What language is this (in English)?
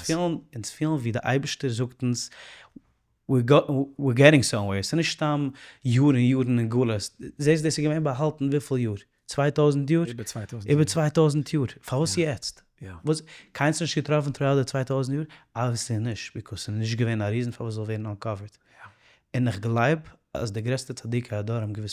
Yiddish